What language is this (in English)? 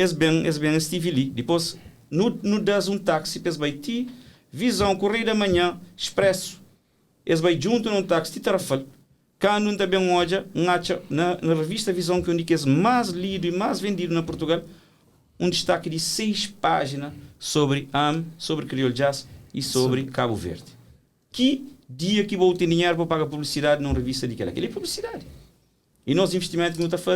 Kabuverdianu